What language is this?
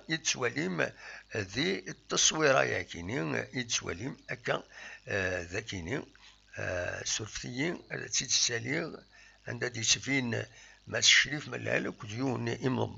Kabyle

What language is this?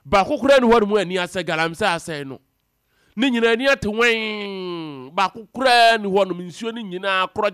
Akan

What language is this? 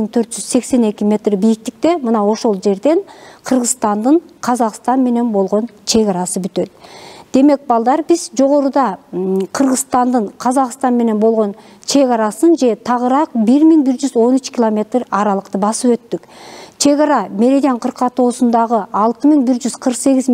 Kyrgyz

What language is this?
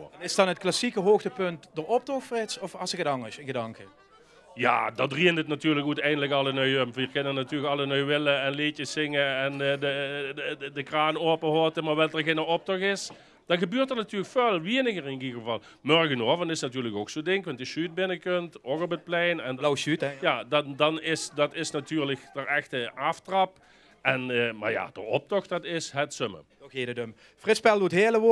Limburgish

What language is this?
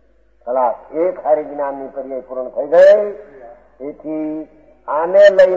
Gujarati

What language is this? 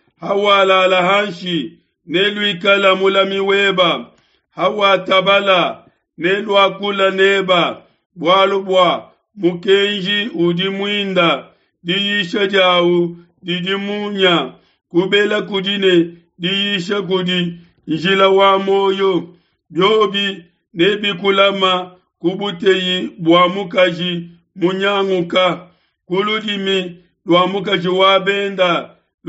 Luba-Lulua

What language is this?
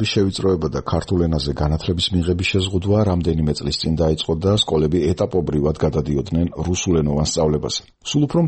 Georgian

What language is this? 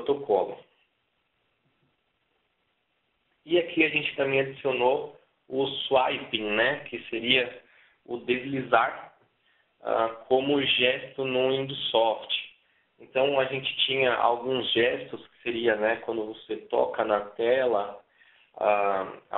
Portuguese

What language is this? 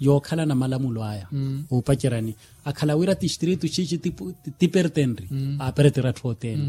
Makhuwa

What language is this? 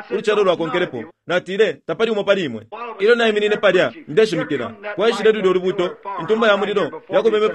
Bemba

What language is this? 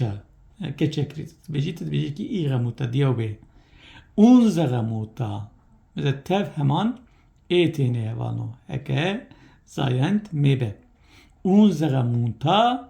Kurdish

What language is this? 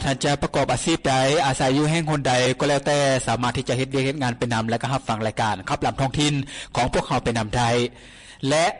Lao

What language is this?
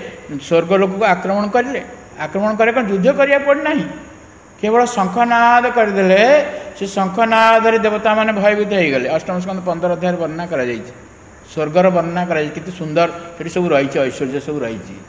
Odia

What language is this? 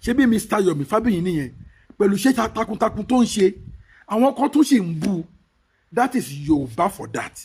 Yoruba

